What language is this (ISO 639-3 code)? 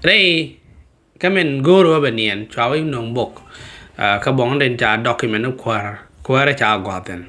nus